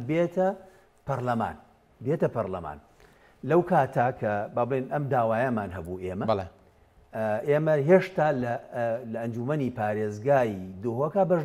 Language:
Central Kurdish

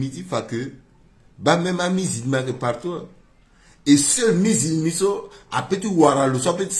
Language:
Sango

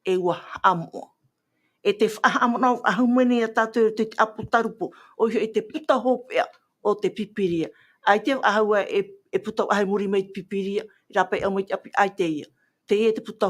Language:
Tahitian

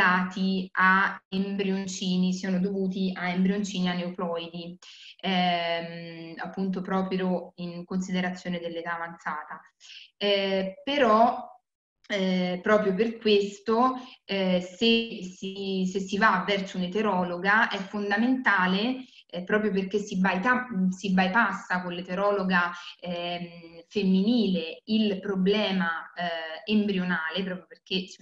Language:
Italian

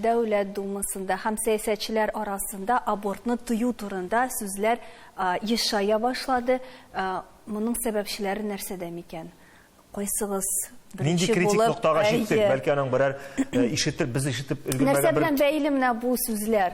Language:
Tatar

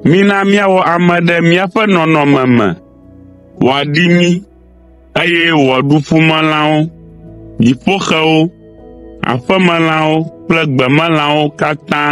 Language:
Ewe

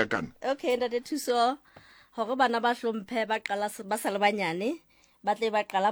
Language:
Southern Sotho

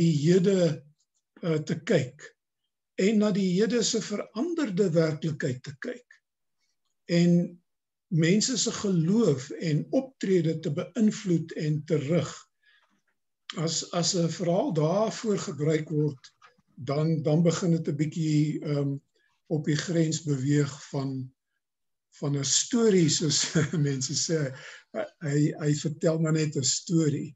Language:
Afrikaans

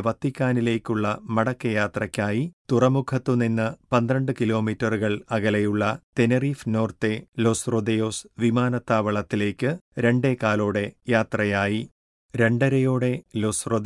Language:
Malayalam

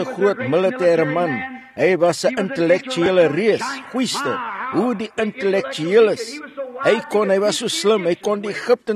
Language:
Afrikaans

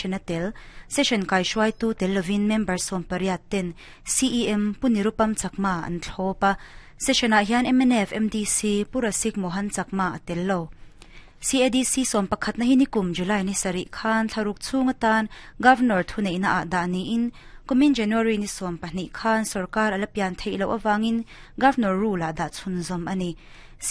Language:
Mizo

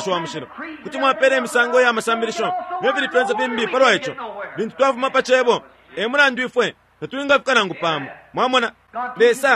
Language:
Bemba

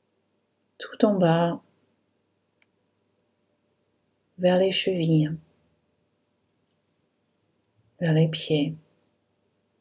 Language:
French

